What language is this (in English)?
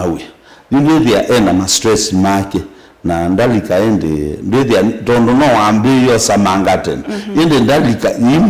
Kamba